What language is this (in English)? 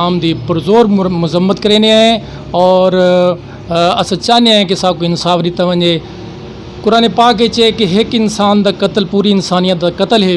Saraiki